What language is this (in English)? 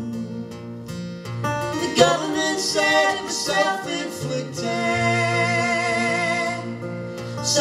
English